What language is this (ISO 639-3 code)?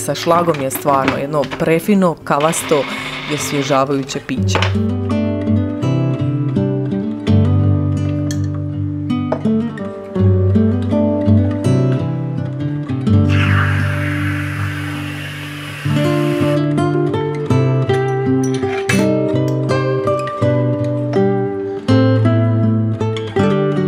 hrv